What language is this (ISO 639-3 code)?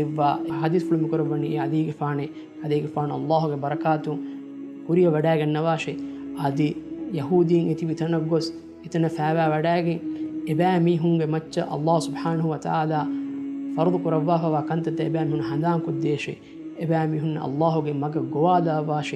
div